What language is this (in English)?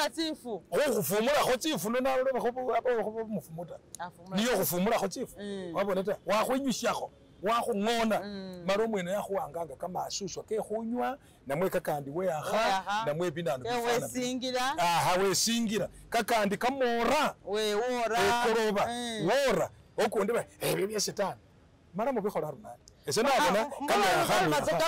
Masaaba